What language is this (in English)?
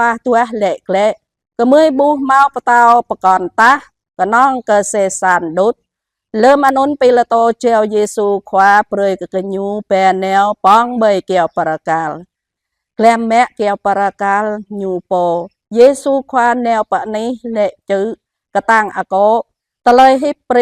Jarai